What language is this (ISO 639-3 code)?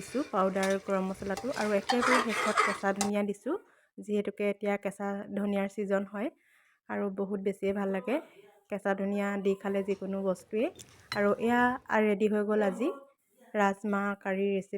asm